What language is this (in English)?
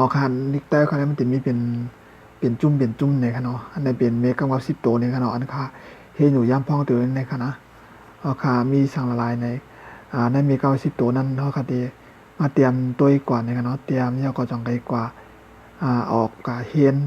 Shan